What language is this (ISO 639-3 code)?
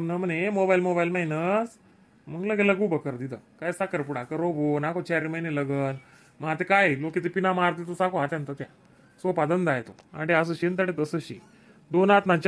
khn